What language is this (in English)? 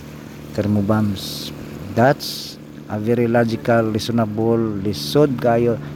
Cebuano